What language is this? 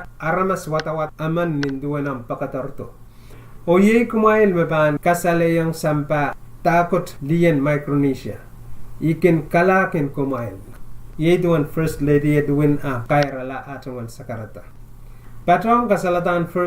Pohnpeian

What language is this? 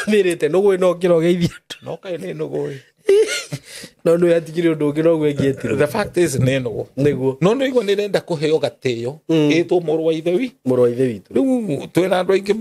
Kikuyu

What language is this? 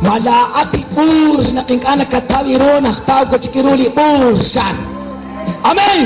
Kekchí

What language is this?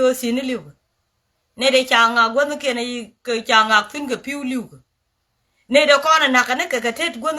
Nuer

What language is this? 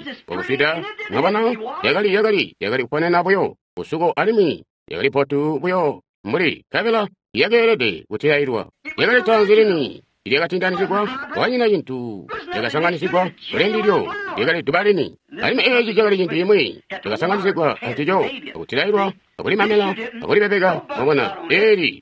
Tonga (Zambia)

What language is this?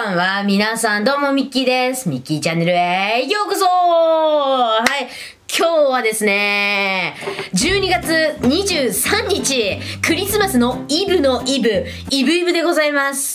Japanese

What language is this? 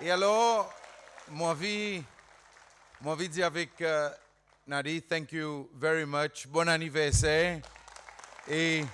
Seselwa Creole French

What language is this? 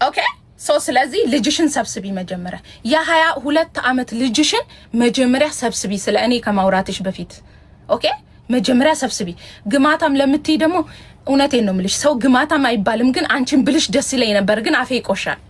Amharic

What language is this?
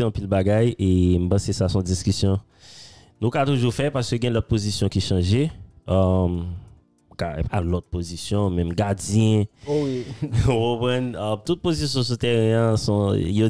Haitian Creole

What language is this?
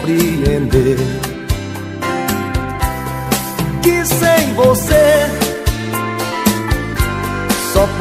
Portuguese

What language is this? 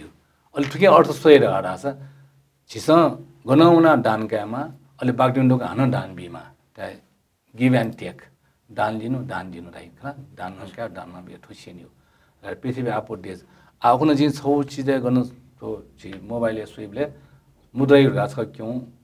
Newari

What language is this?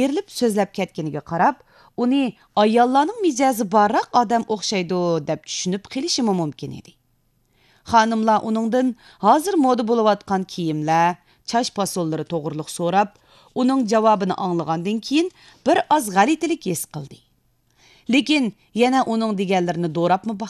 Uyghur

